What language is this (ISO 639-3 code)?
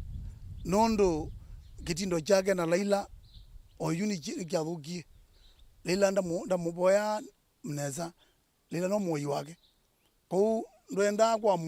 kam